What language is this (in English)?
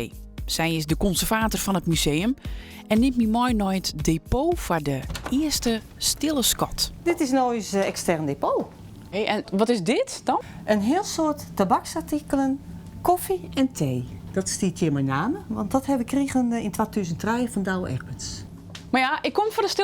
Western Frisian